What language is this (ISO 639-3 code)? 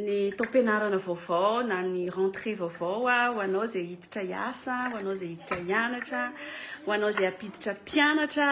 mlg